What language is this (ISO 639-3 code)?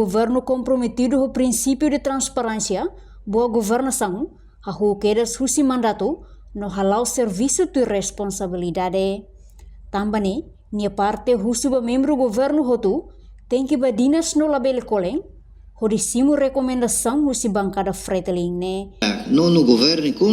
tet